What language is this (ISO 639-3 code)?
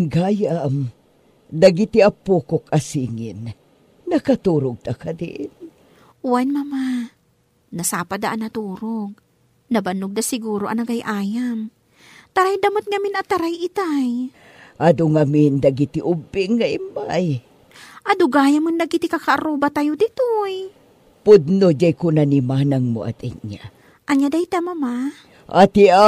ilo